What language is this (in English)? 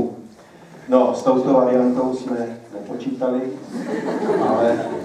Czech